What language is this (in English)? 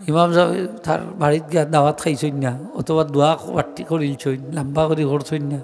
Sylheti